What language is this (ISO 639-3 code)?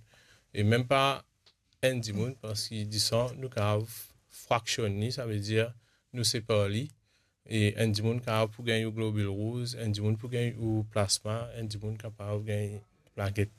mfe